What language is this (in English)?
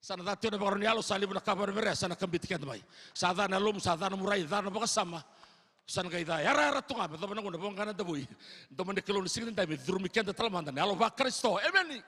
Fijian